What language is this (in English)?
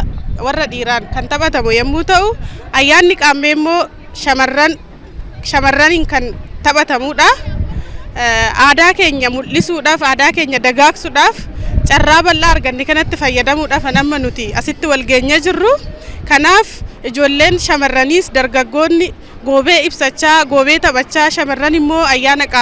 Oromo